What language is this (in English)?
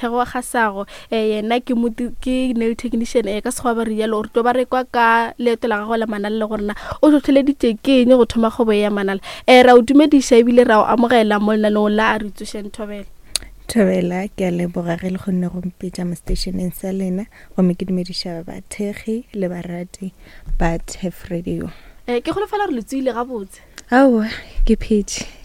Northern Sotho